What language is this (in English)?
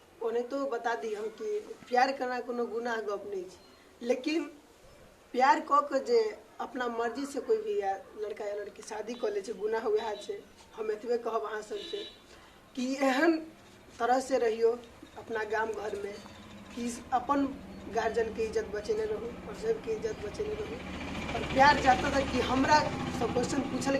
Maithili